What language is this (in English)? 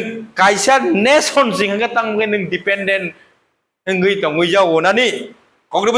Kok Borok